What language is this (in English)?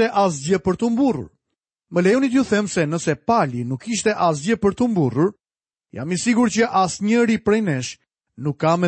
Albanian